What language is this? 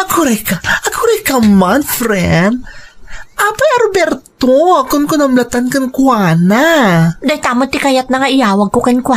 Iloko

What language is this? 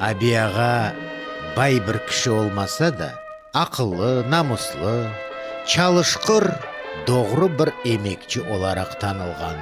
Crimean Tatar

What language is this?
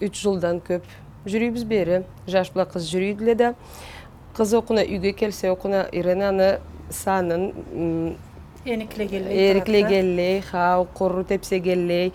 Karachay-Balkar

